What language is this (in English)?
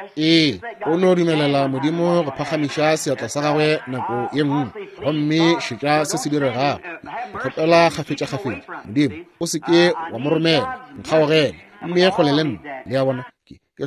Northern Sotho